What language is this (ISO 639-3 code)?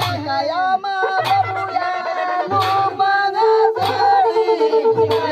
sat